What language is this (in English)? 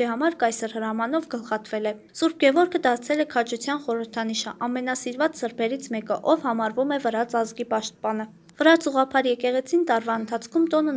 Armenian